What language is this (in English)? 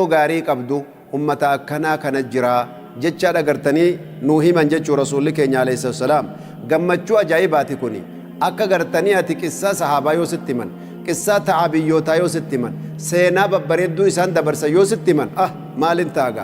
Oromo